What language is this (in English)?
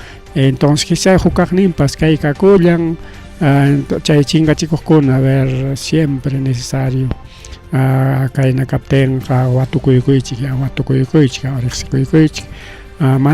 Ayacucho Quechua